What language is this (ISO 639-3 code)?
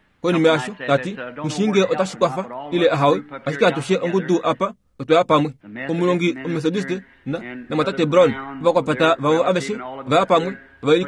kua